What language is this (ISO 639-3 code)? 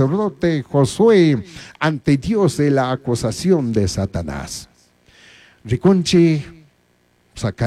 qug